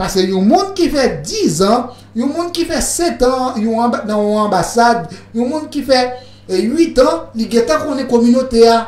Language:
Haitian Creole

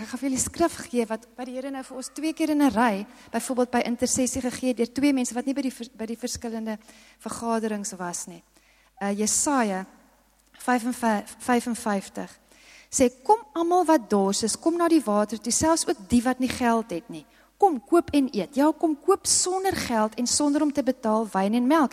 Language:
Afrikaans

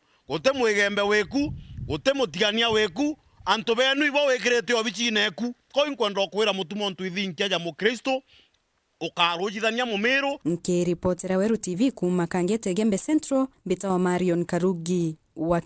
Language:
Meru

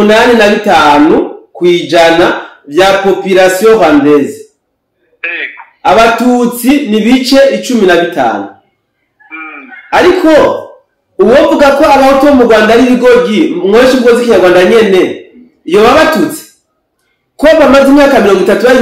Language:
Rundi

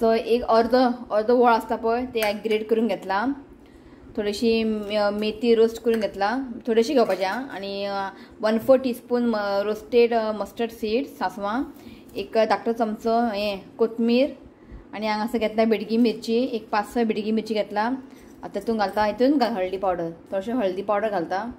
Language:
Konkani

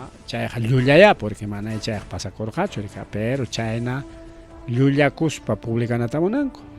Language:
Ayacucho Quechua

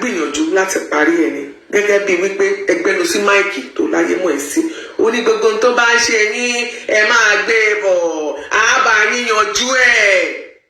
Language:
Yoruba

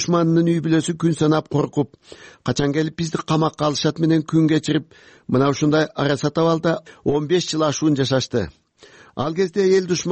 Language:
Kyrgyz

